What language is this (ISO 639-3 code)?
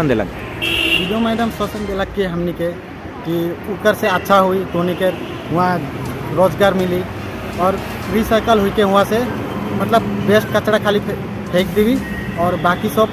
sck